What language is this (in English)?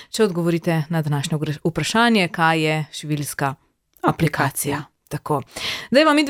Slovenian